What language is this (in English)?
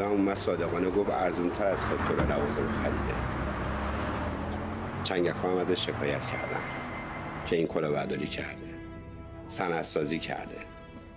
Persian